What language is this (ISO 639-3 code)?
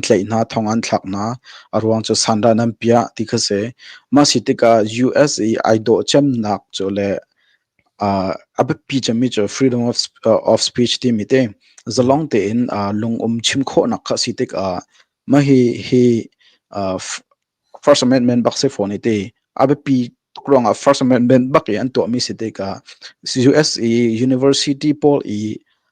cnh